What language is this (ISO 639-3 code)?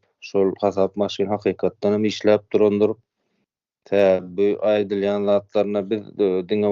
tuk